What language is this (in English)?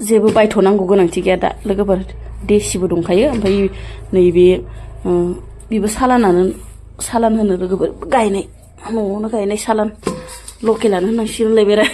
Bodo